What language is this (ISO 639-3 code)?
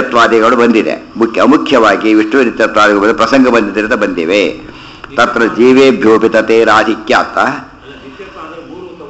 kan